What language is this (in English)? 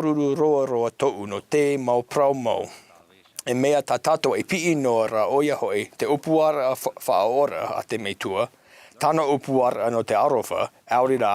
Tahitian